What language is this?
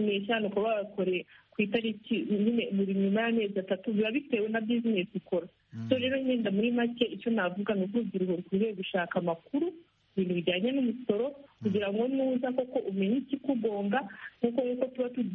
Kinyarwanda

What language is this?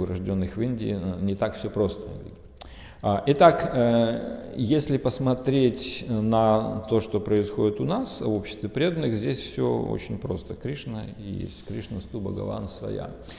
Russian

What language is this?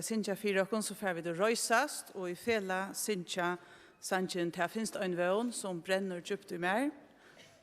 Faroese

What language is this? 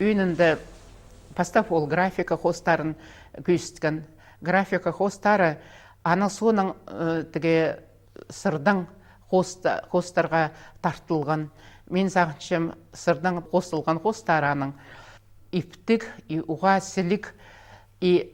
Khakas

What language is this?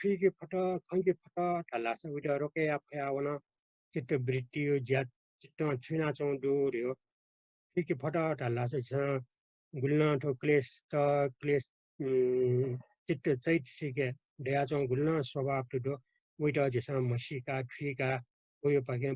Newari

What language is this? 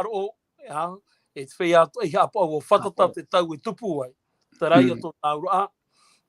Tahitian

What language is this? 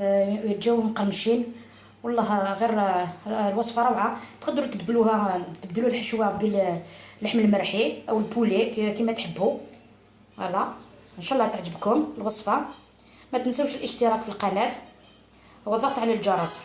Algerian Arabic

